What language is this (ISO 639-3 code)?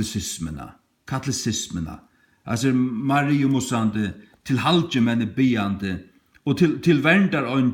fao